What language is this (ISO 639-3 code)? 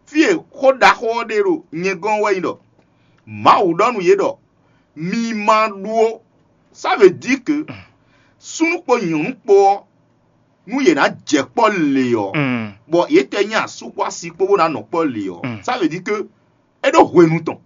fon